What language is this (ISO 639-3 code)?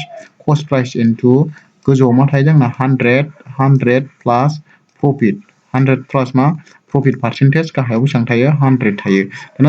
brx